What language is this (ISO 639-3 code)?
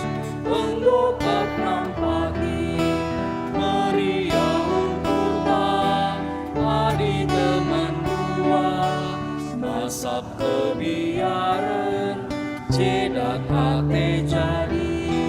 btx